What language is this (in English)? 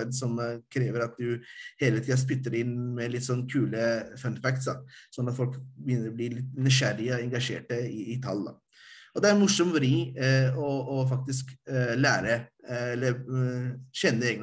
Norwegian